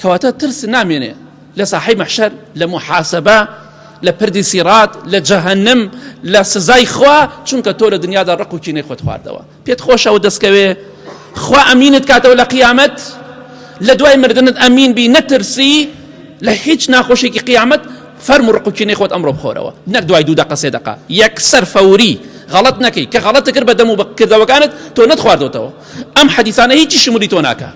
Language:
Central Kurdish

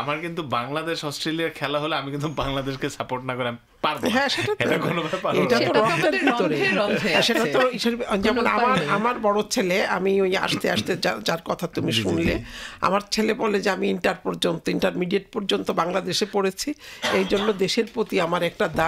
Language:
Bangla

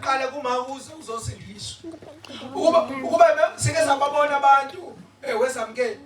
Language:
Zulu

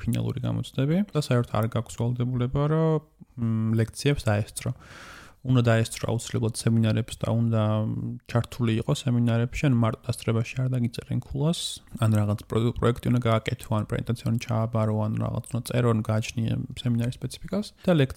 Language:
Georgian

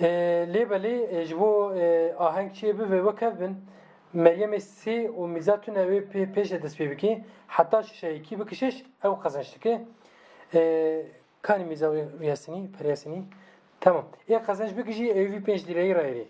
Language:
Kurdish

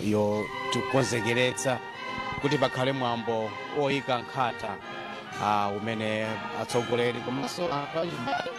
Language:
Nyanja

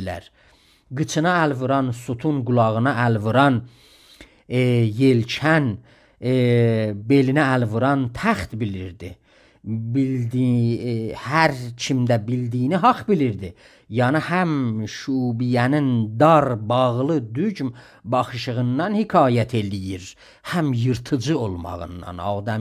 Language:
South Azerbaijani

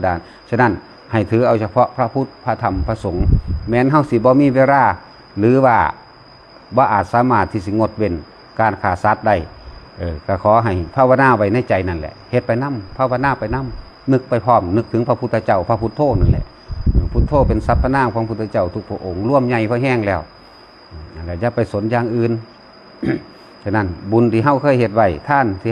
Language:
Lao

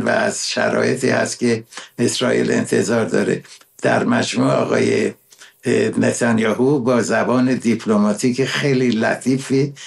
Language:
Persian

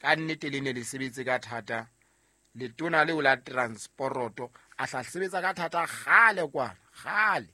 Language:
Southern Sotho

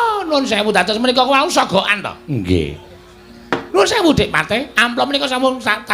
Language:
Javanese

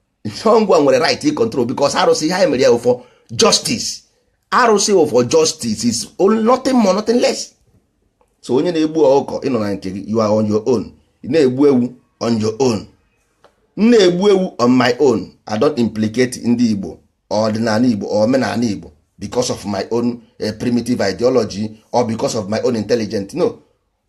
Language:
Igbo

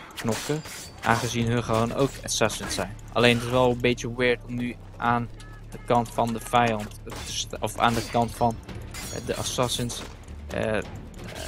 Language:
Dutch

